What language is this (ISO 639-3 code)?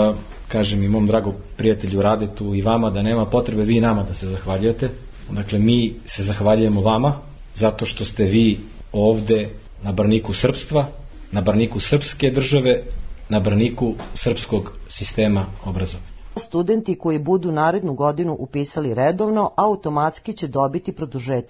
srp